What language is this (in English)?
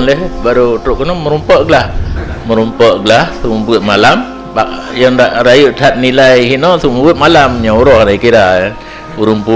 Achinese